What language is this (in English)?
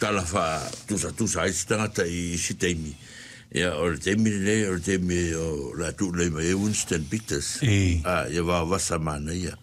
Samoan